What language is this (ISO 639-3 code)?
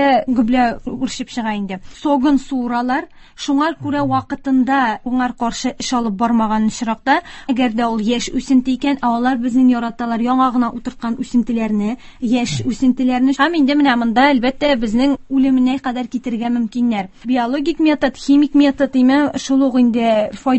tat